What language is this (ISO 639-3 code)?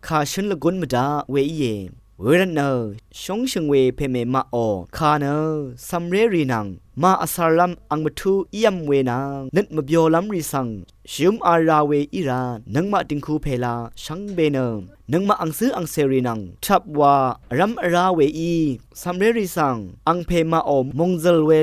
raw